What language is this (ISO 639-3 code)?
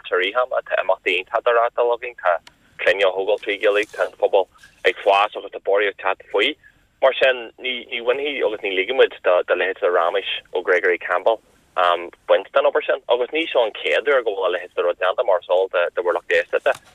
gle